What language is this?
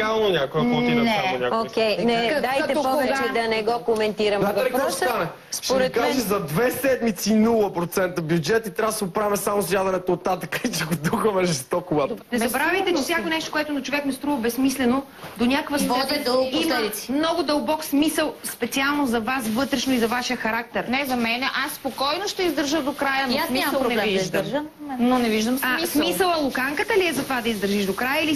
Bulgarian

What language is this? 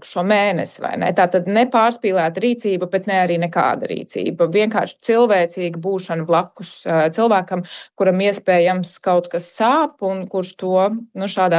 Latvian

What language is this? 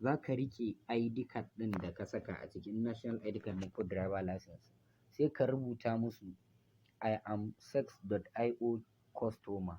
Hausa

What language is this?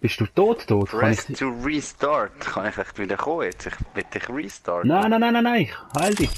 Swiss German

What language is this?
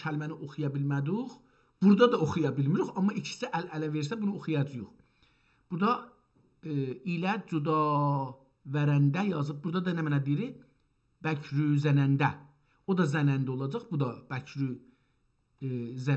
South Azerbaijani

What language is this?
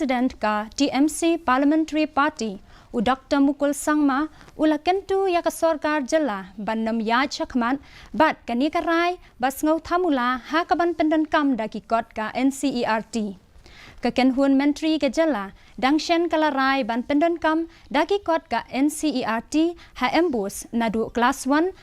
Khasi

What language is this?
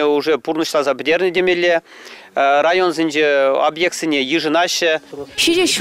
Chuvash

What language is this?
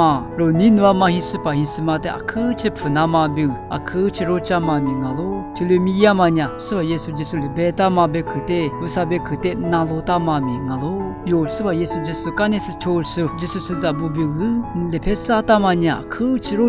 Lisu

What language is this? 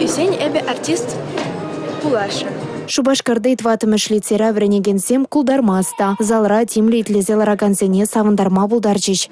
Chuvash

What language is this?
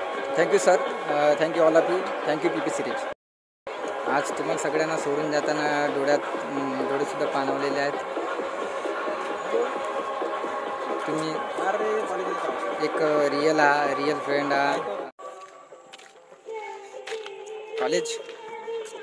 Marathi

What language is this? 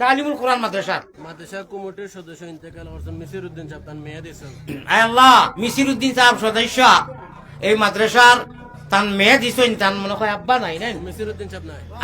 Sylheti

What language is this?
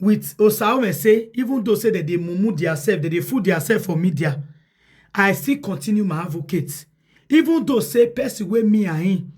Nigerian Pidgin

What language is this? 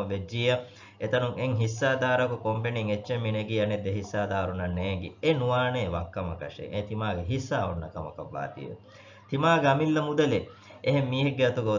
Divehi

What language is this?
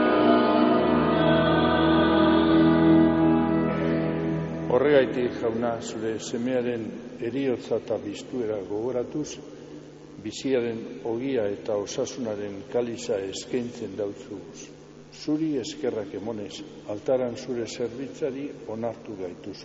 Basque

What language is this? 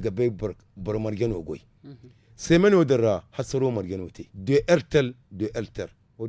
Zarma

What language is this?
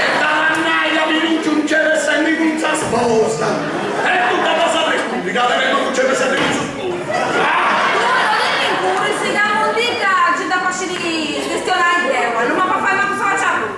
Sardinian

